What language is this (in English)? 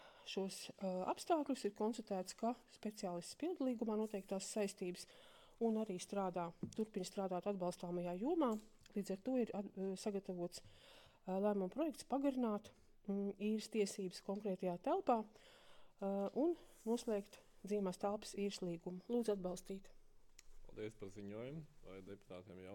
Latvian